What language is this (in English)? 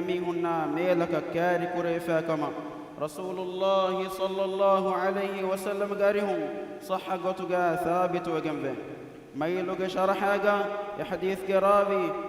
Divehi